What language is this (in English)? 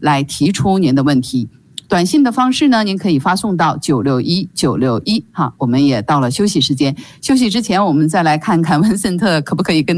Chinese